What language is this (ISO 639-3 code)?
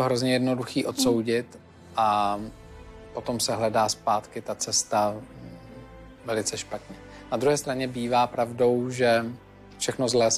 ces